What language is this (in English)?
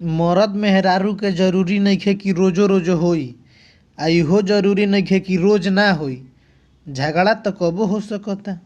Bhojpuri